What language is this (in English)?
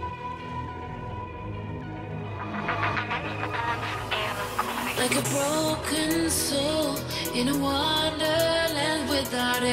English